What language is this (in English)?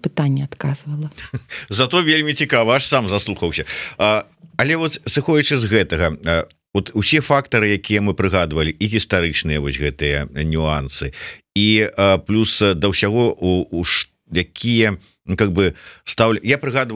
Belarusian